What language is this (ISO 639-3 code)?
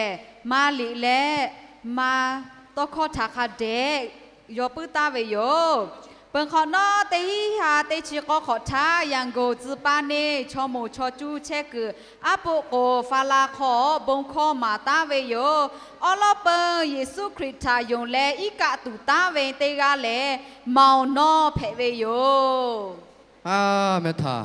lhu